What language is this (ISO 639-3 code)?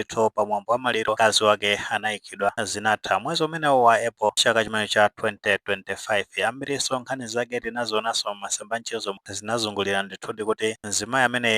nya